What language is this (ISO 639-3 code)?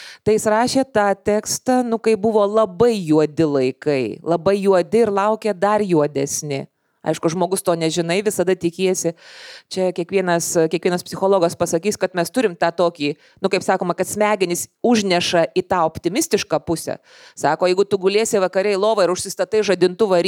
lit